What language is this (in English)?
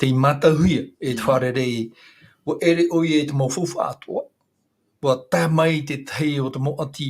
Tahitian